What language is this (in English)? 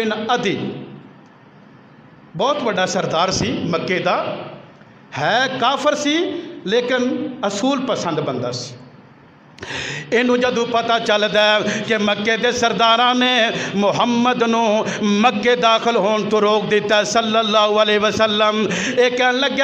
Western Panjabi